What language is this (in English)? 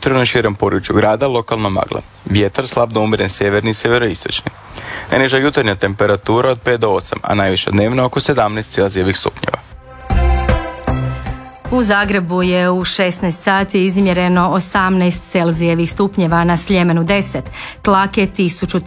Croatian